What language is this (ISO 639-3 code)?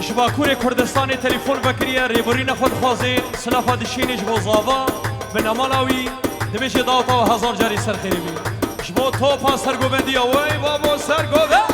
kur